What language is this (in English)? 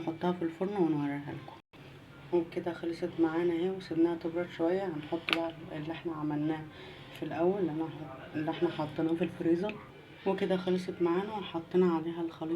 Egyptian Arabic